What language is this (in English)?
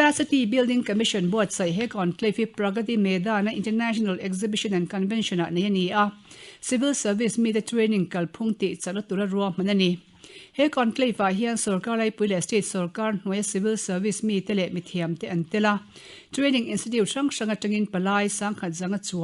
Mizo